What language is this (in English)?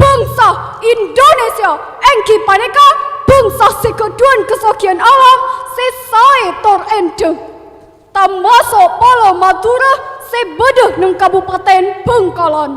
Madurese